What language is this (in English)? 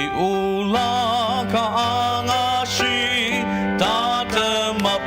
Ao Naga